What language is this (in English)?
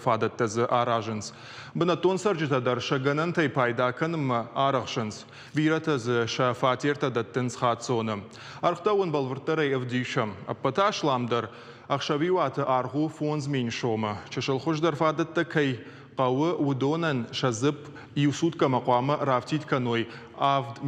Ossetic